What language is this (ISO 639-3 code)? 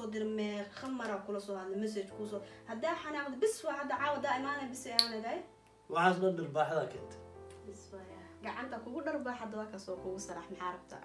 som